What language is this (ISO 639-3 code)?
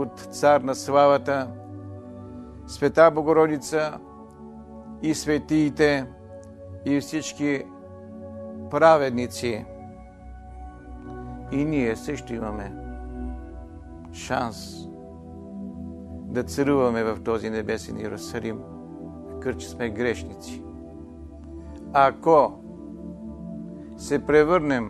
bul